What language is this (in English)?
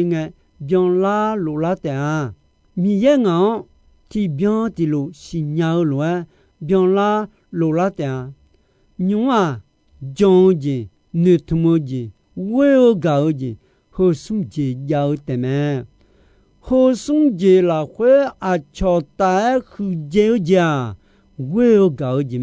Akha